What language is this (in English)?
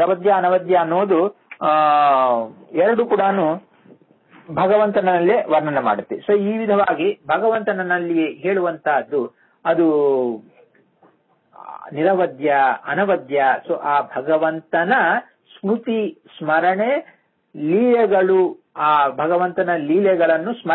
Kannada